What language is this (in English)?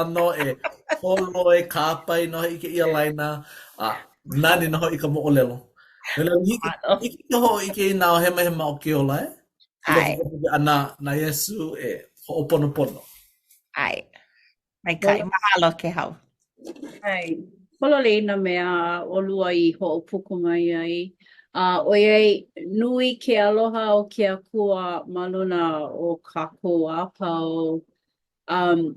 Hawaiian